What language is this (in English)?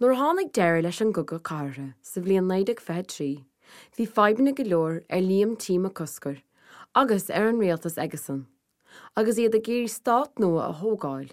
Irish